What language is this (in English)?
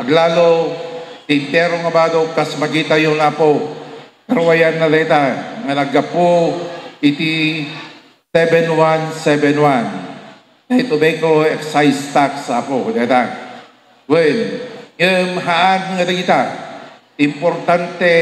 Iloko